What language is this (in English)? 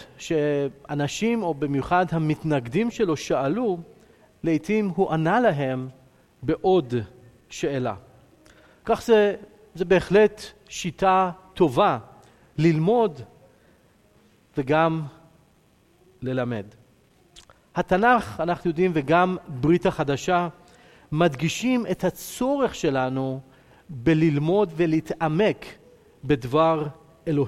Hebrew